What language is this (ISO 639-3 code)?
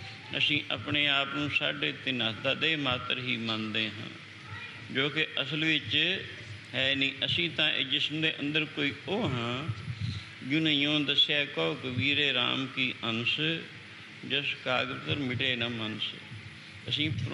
pan